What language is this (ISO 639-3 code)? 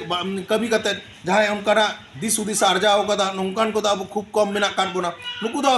sat